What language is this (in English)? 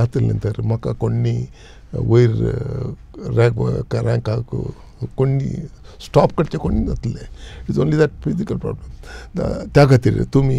Konkani